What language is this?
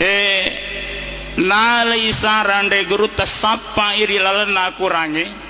Buginese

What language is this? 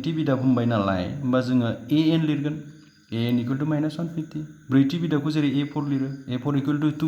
Bodo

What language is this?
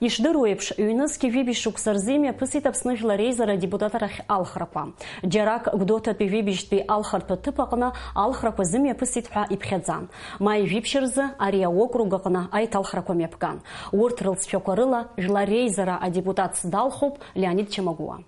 Abkhazian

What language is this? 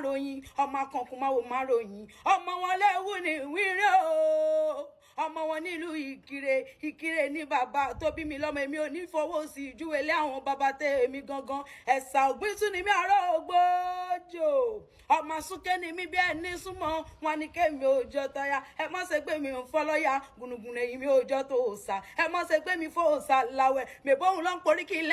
Yoruba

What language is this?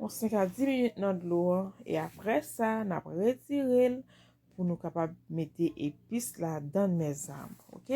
Haitian Creole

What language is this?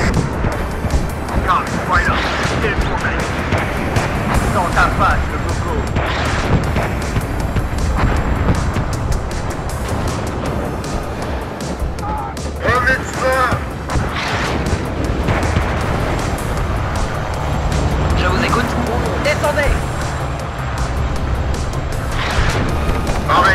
French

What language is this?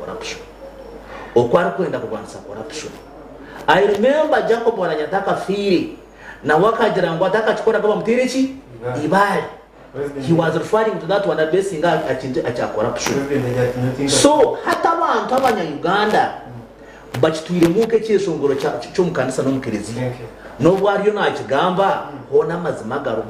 Nyankole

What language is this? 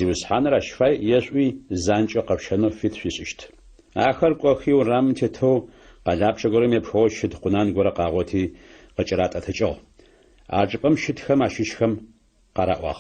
Adyghe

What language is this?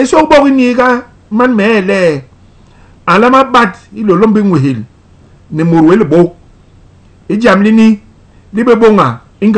Basaa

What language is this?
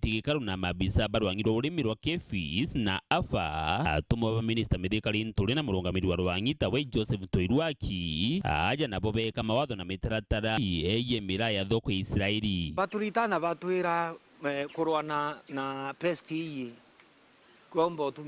Meru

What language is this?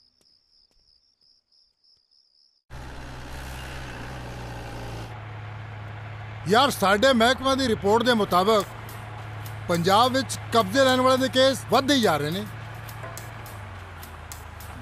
Punjabi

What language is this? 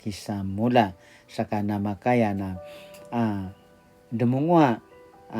Paiwan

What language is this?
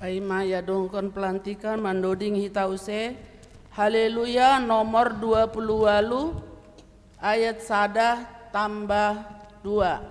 Batak Simalungun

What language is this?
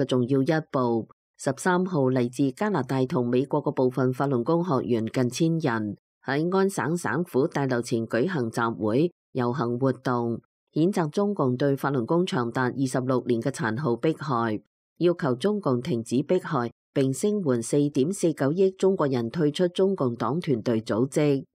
Cantonese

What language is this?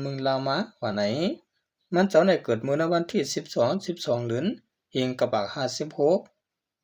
Shan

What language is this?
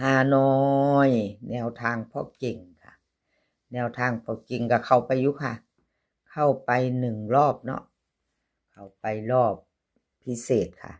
Northeastern Thai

